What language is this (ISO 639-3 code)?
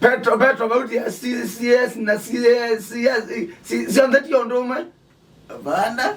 kam